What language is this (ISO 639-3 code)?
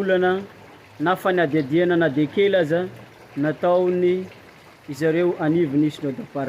mlg